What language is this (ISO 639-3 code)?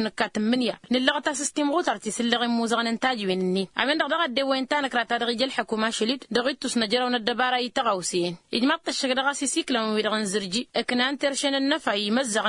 taq